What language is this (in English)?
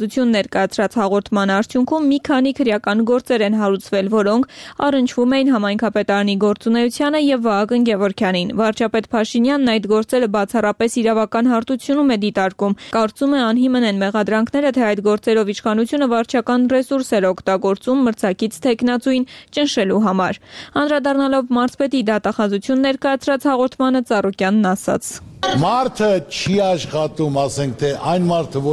Armenian